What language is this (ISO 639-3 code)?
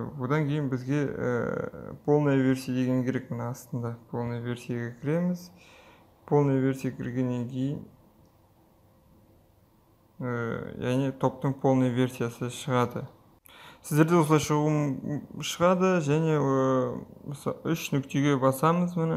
kaz